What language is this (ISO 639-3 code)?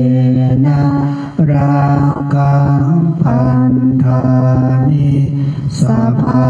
pli